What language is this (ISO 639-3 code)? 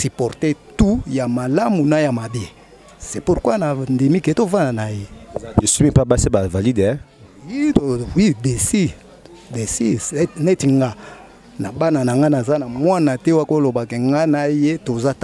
lin